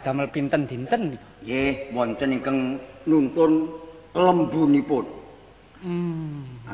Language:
Javanese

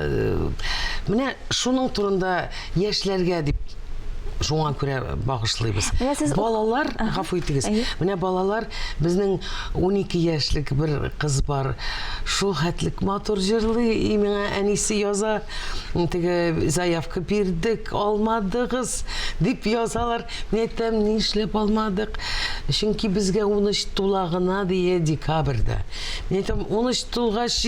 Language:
Tatar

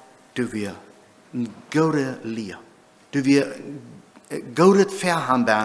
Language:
Plautdietsch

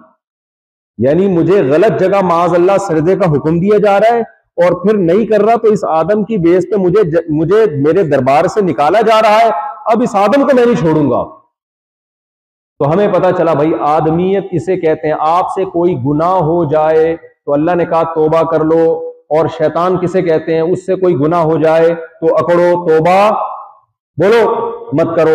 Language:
Urdu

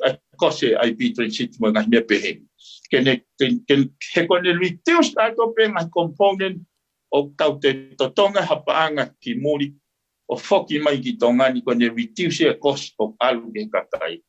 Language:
Tongan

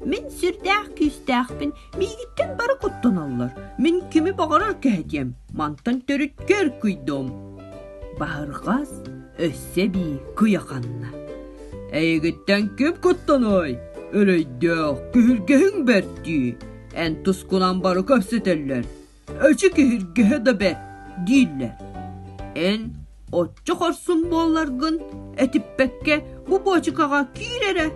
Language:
Yakut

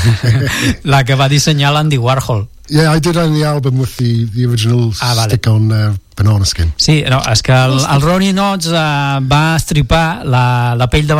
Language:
Catalan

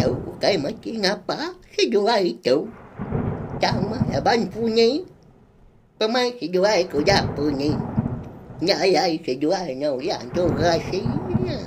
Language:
Iban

